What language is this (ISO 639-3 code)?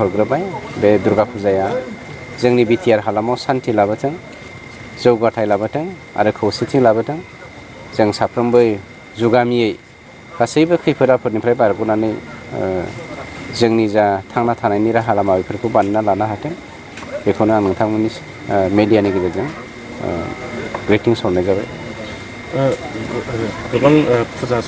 brx